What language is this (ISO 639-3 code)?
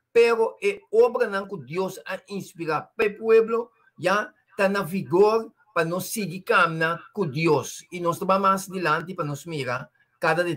pap